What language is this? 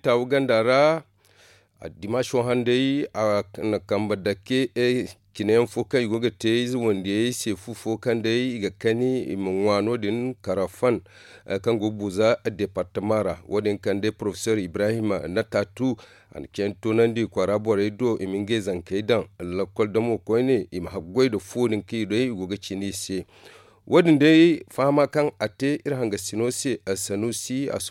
Zarma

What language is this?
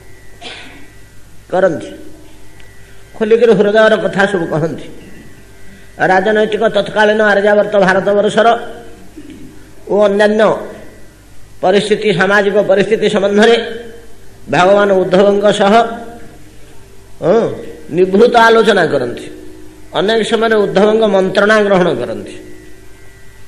Odia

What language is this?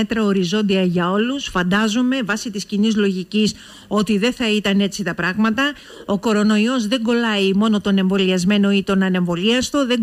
Greek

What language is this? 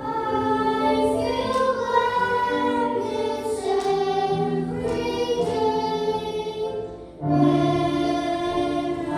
Central Mnong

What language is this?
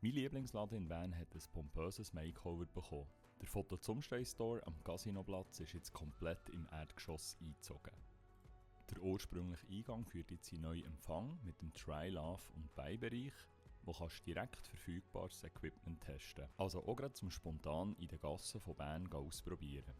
Swiss German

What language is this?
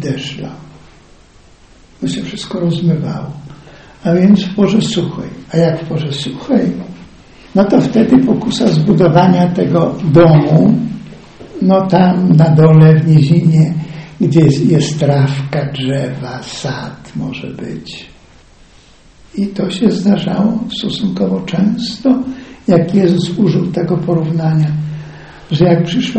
Polish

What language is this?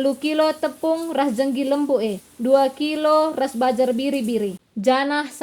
Batak Karo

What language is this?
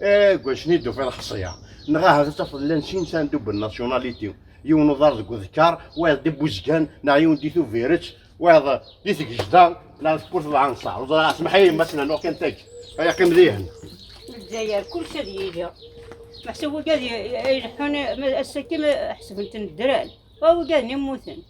Kabyle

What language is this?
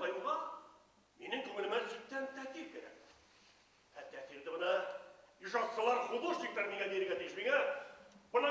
Bashkir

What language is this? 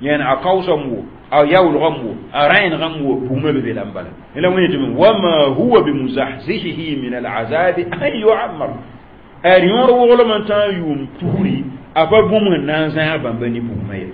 Mossi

